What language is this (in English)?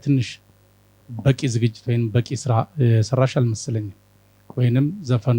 Amharic